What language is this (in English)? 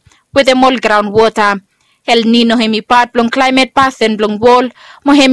Bislama